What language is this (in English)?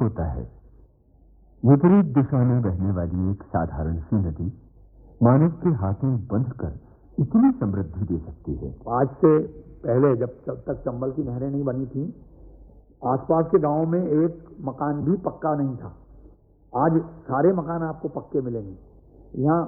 Hindi